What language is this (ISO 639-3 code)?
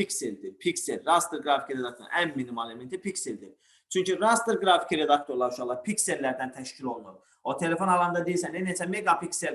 aze